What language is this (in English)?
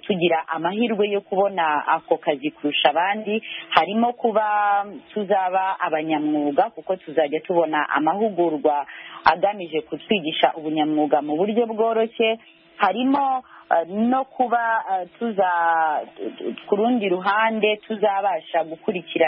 Kinyarwanda